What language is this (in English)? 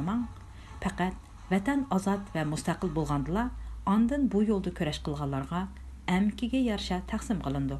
Uyghur